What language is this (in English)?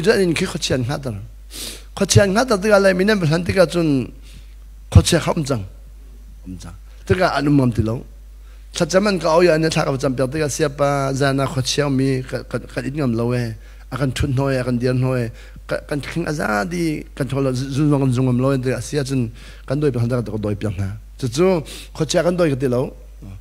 Hakha Chin